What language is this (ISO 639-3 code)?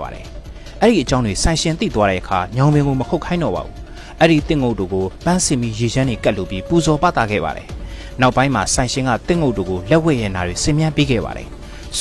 mya